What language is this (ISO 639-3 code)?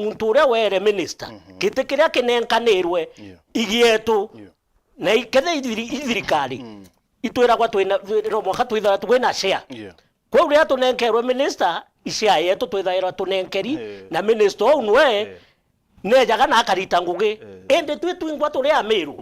mer